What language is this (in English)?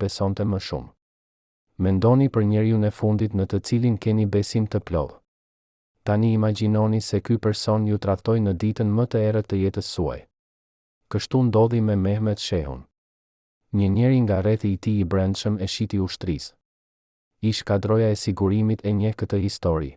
Albanian